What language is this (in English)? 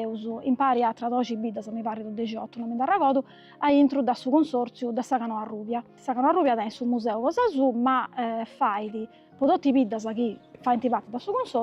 Sardinian